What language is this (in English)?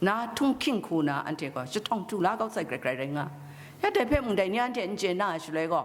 Kachin